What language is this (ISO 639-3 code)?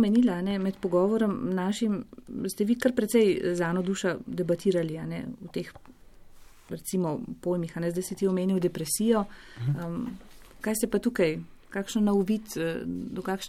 slv